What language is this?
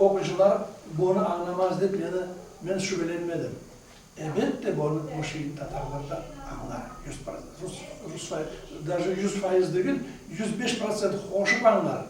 Crimean Tatar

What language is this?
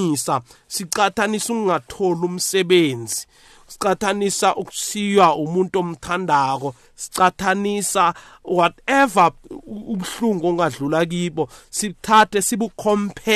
South Ndebele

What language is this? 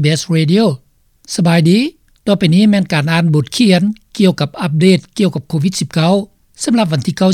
Lao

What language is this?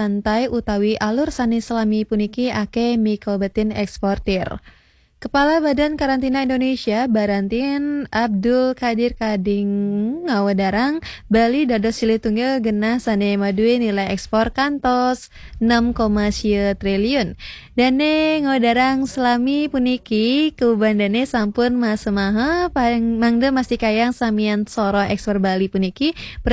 Balinese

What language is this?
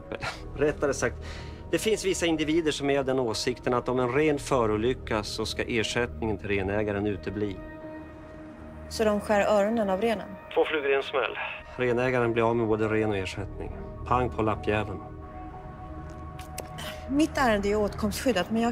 Swedish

